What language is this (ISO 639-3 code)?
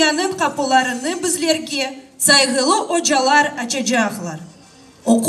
crh